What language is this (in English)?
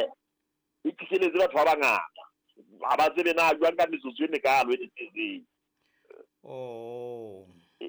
Southern Sotho